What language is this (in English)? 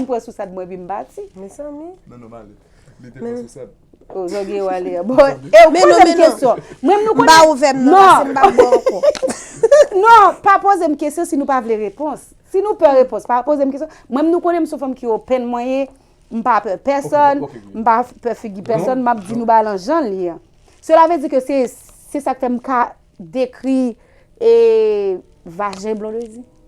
Haitian Creole